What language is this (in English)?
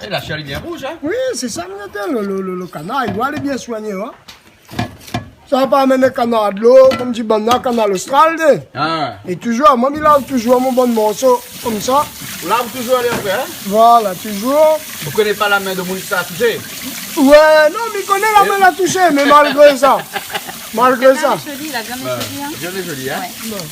Réunion Creole French